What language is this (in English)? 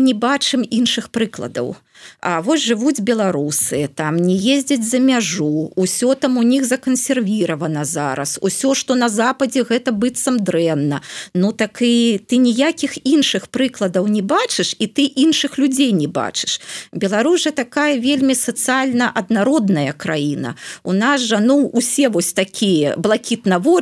Belarusian